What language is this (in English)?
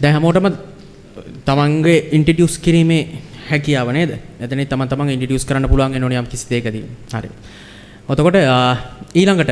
Sinhala